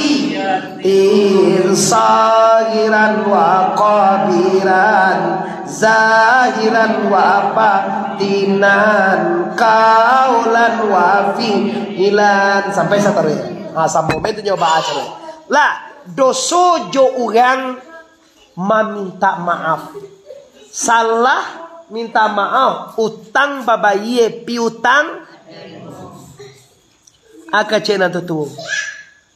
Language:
Minangkabau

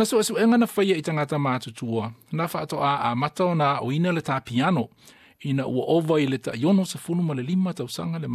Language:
Samoan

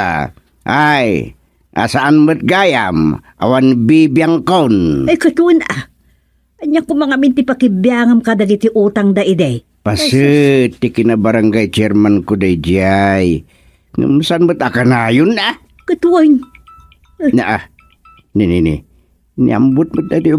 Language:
Iloko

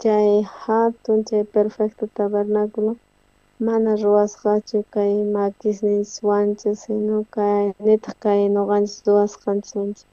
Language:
South Bolivian Quechua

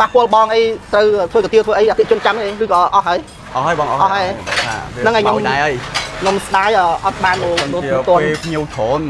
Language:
Khmer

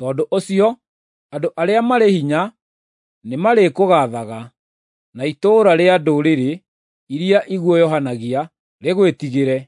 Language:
Kikuyu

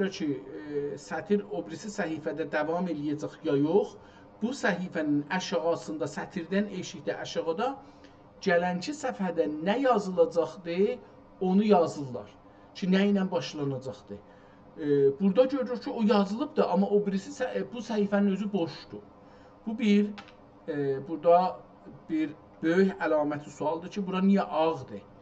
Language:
South Azerbaijani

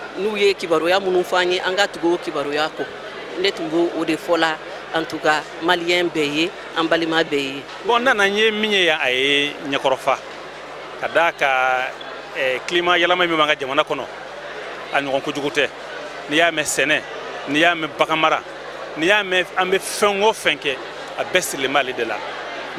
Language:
Bambara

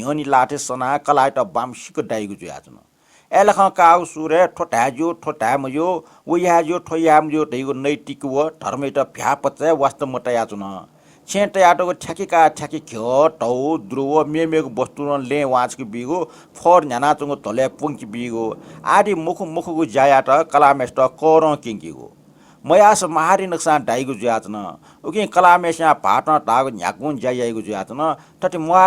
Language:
Newari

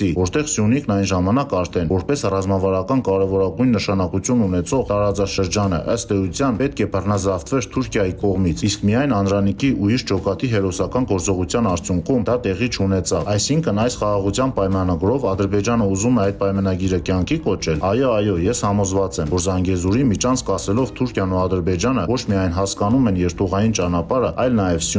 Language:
Armenian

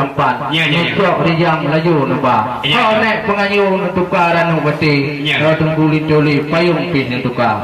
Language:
Achinese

